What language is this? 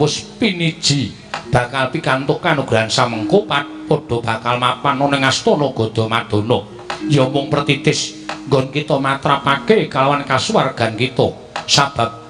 Javanese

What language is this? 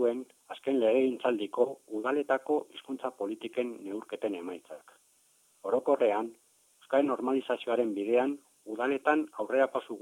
Basque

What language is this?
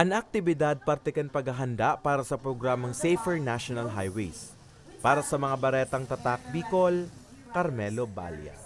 Bikol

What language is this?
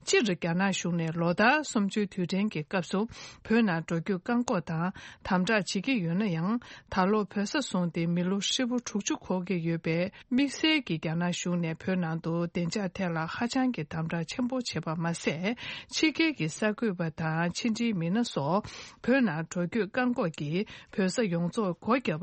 Tibetan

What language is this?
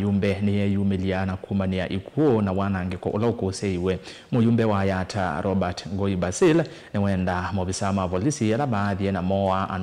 Kamba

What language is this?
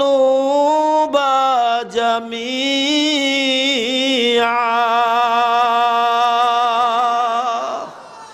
Bangla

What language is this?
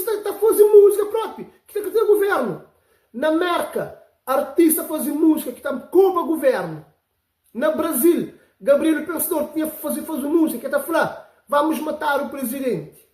Kabuverdianu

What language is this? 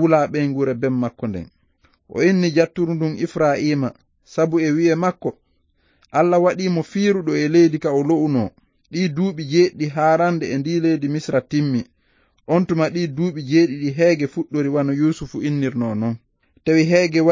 Fula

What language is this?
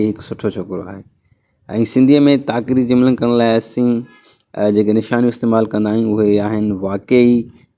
Sindhi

